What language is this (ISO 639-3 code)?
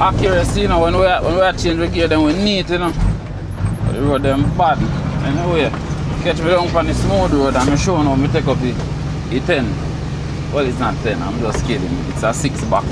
jam